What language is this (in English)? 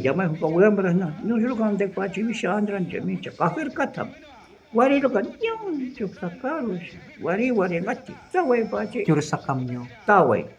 Shuar